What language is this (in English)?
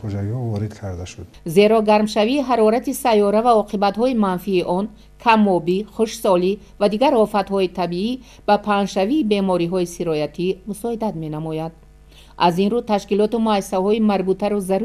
Tajik